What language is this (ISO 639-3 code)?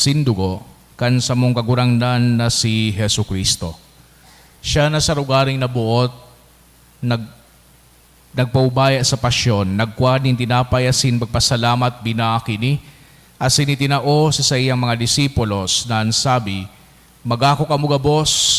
bik